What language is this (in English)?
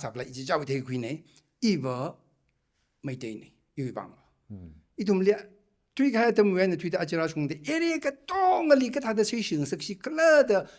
Tangkhul Naga (India)